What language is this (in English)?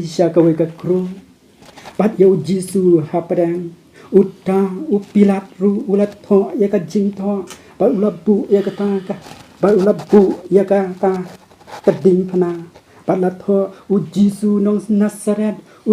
Khasi